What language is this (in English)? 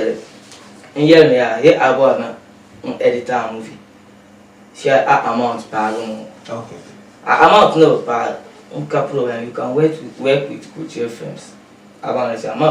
Dagbani